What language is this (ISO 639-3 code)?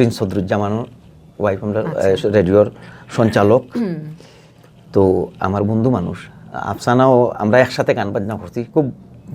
syl